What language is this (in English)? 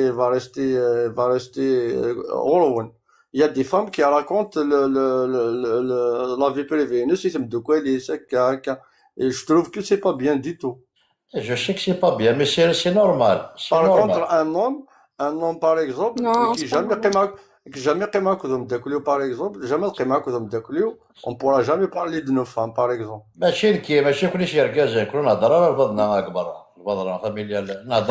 Kabyle